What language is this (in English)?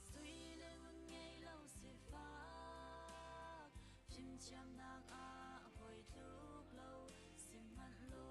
Hakha Chin